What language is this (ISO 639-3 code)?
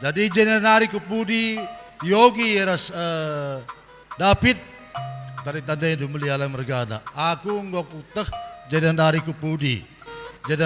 btx